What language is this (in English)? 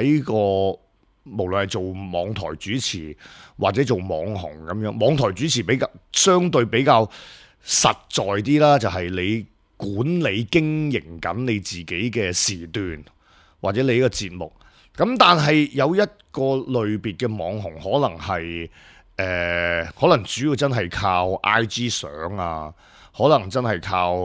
Cantonese